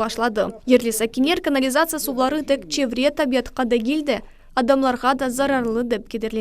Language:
Crimean Tatar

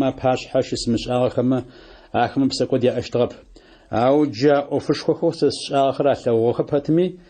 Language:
Adyghe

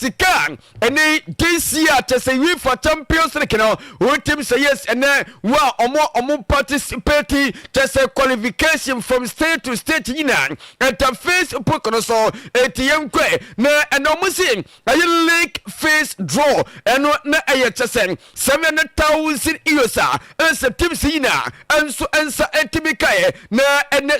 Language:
Akan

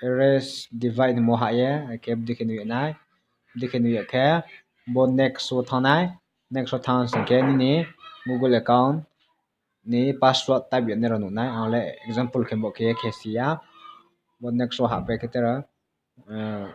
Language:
Riang (India)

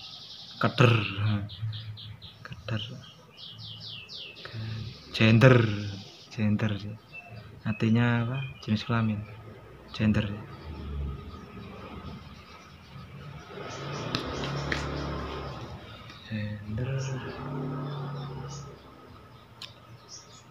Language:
Indonesian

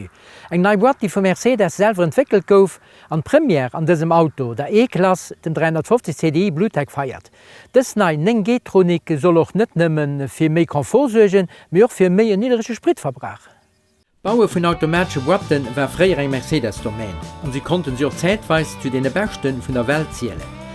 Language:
Luxembourgish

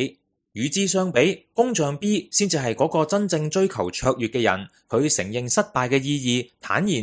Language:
Cantonese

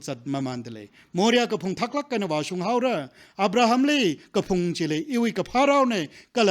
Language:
Tangkhul Naga (India)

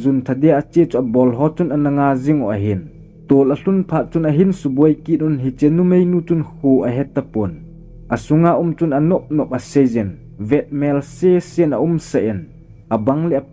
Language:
Thado Chin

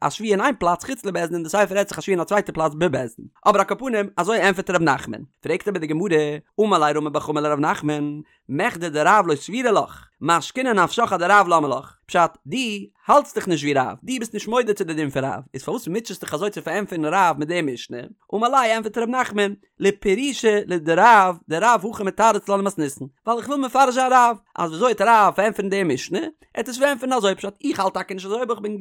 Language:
Yiddish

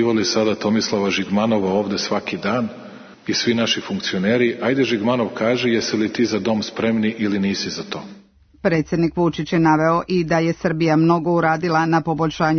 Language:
Serbian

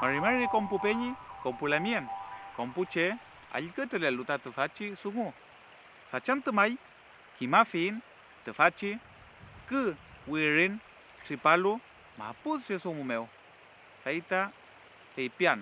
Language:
Mapuche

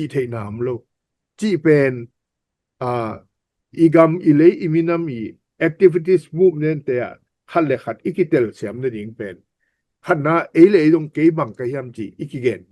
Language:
Tedim Chin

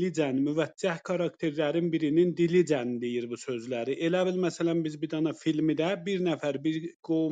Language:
South Azerbaijani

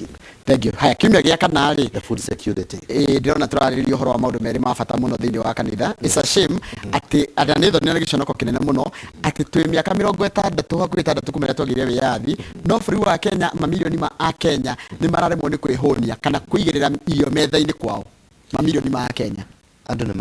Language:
Kikuyu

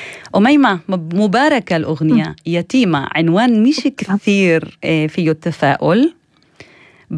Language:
North Levantine Arabic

